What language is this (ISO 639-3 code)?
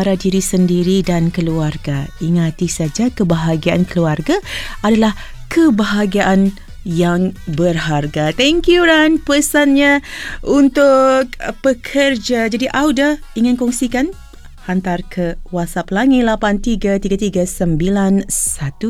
msa